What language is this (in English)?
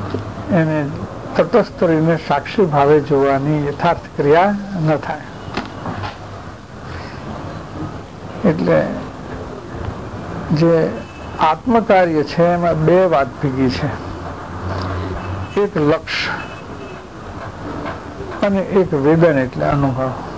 Gujarati